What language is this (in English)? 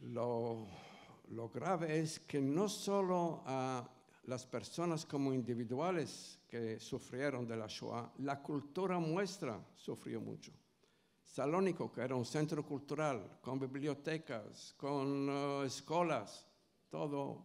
Ladino